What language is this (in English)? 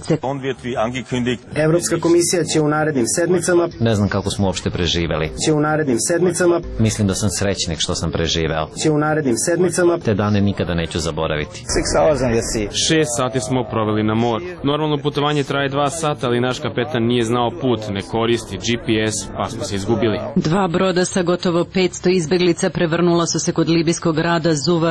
Serbian